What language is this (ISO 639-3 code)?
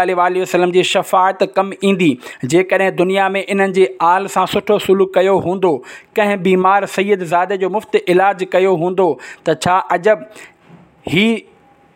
snd